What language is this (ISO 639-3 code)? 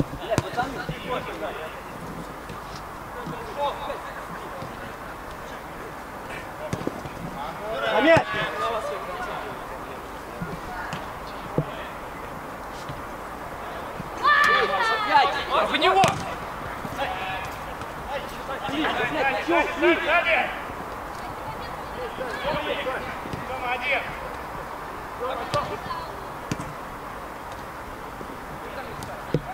rus